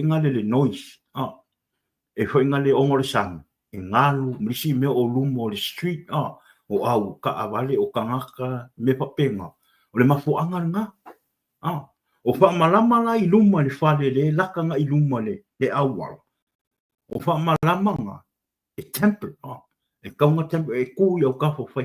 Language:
Samoan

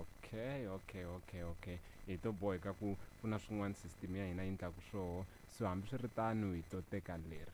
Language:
Tsonga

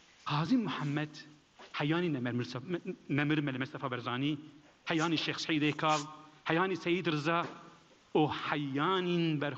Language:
Kurdish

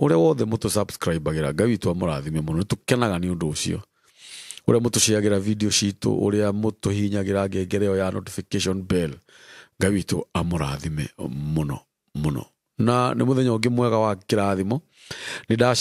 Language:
Kikuyu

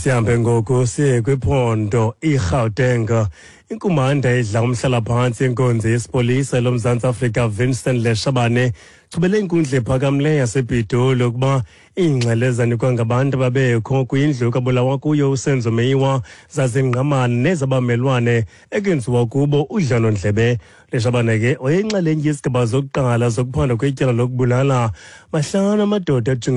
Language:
Xhosa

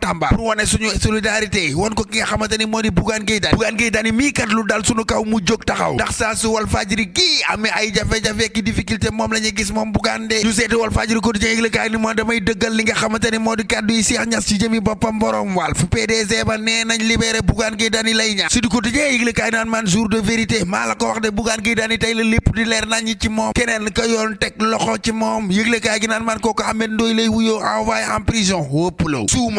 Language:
Wolof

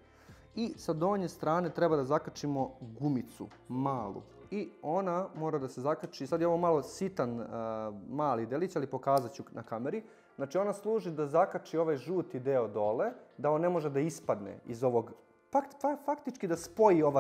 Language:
Serbian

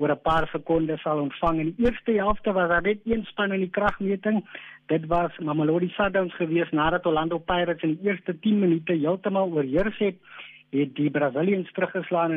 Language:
Afrikaans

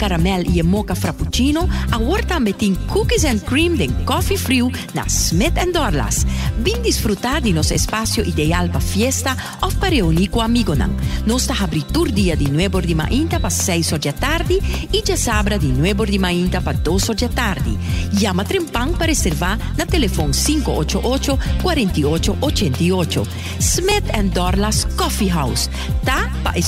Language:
Papiamento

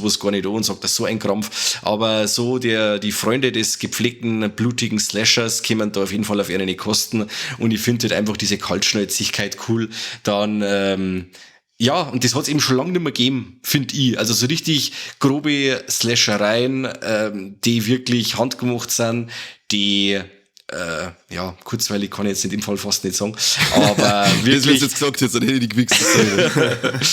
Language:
Bavarian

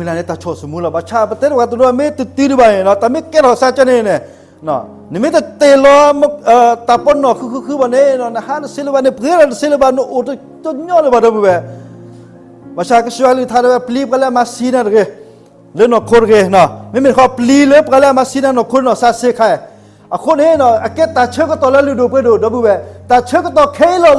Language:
S'gaw Karen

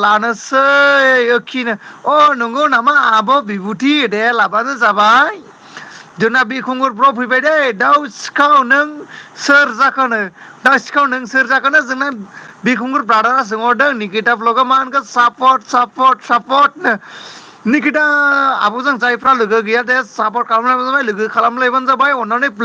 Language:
Bodo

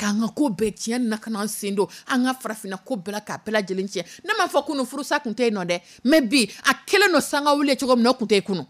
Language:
Dyula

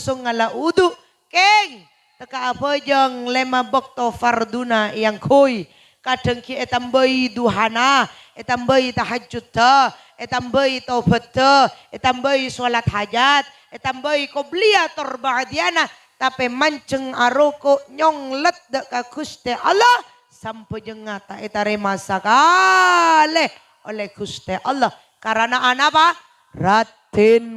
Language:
Madurese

